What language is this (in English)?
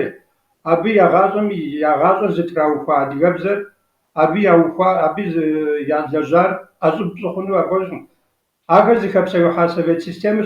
Kabardian